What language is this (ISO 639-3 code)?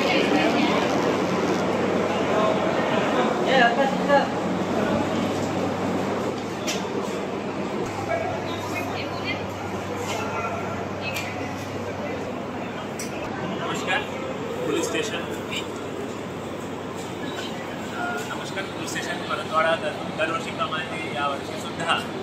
mar